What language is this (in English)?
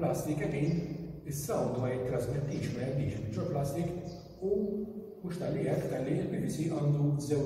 Maltese